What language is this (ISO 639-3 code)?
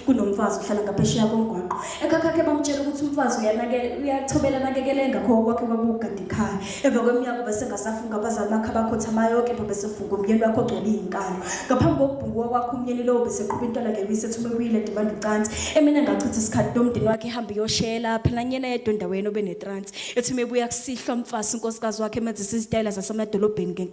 zul